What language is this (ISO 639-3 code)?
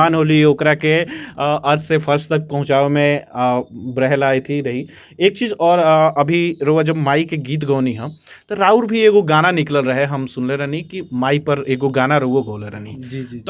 bho